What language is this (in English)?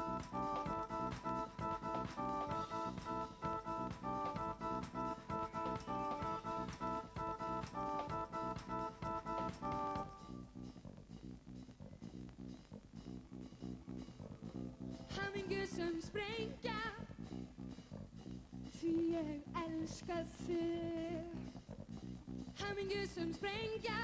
Icelandic